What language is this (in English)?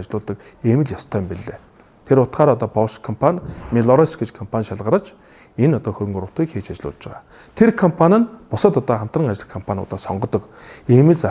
Mongolian